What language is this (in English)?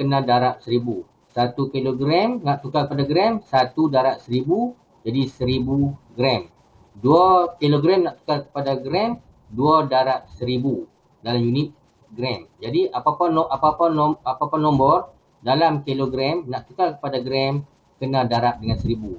Malay